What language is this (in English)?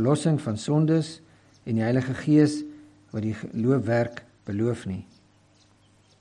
Afrikaans